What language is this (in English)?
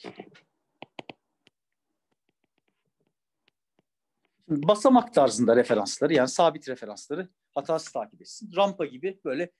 Turkish